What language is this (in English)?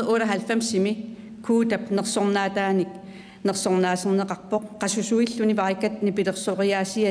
Kalaallisut